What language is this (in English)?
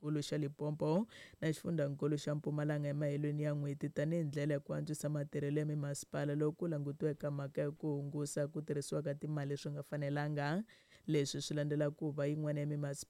Tsonga